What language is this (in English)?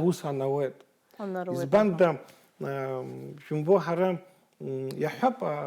Abkhazian